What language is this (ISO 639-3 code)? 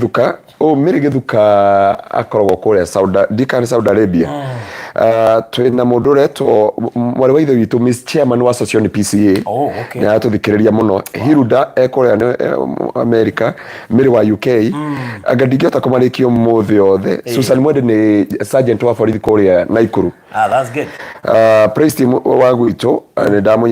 kik